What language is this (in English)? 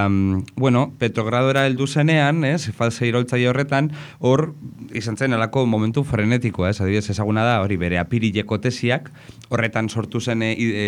Basque